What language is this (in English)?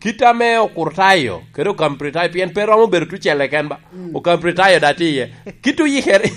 Lango (Uganda)